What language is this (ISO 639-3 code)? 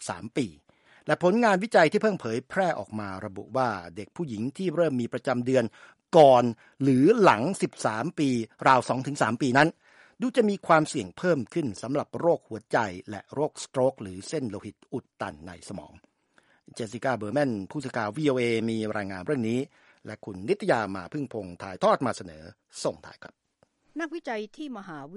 tha